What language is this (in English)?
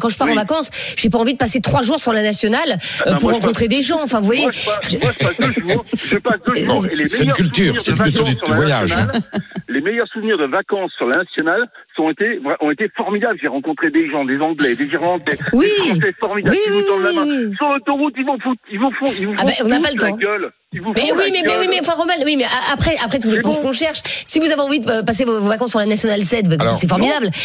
French